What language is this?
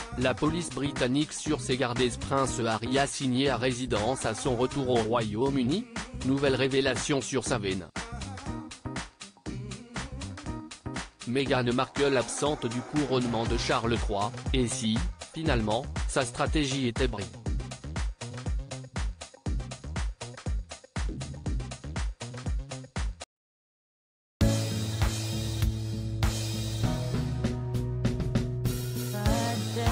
French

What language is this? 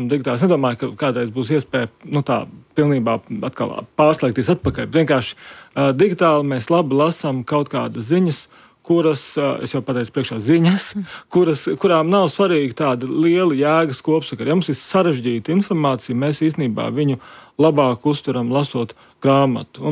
Latvian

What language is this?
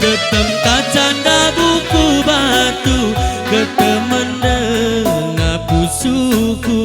Batak Karo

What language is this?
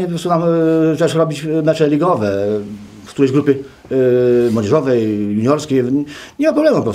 Polish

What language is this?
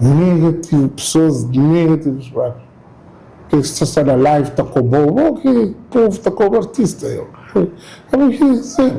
Kabuverdianu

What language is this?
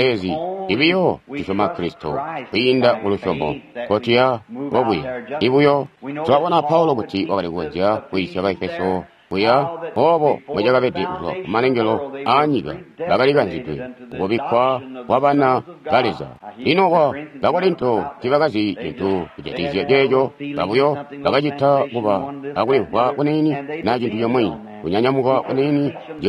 Tonga (Zambia)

